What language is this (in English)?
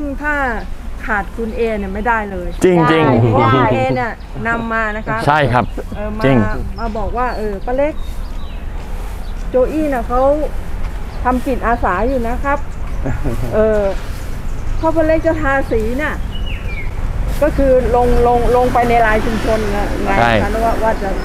Thai